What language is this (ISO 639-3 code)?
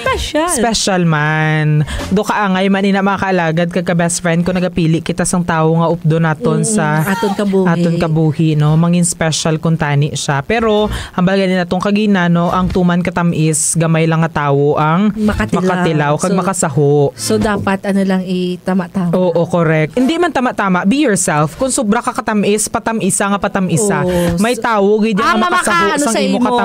hil